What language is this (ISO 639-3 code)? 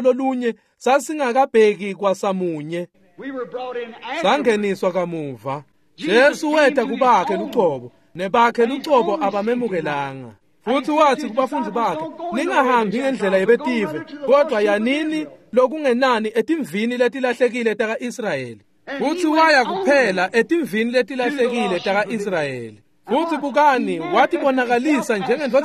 ssw